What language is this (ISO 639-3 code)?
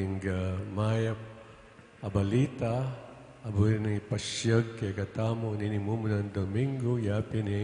pam